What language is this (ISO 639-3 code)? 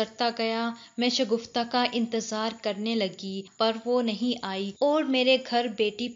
urd